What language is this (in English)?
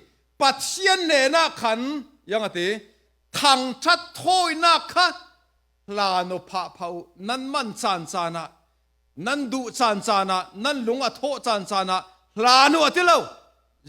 Falam Chin